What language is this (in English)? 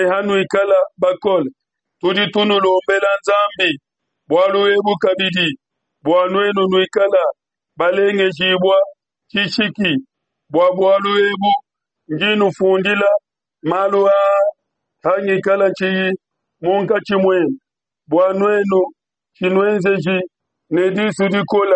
Luba-Lulua